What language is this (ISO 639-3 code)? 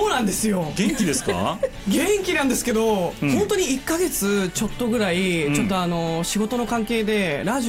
jpn